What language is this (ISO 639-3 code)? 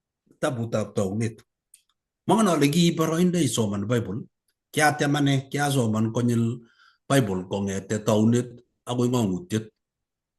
kln